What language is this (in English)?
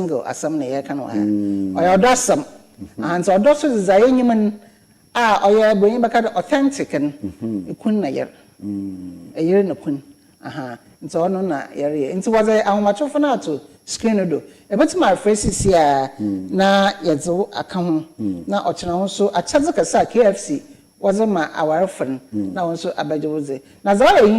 Akan